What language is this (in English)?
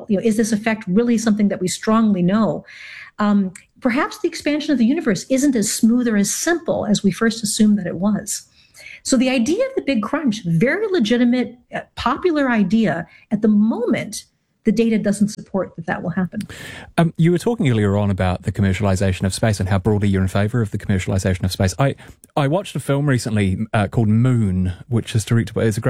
English